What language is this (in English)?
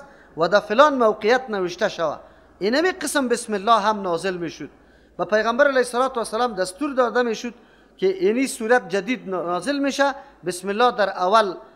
Persian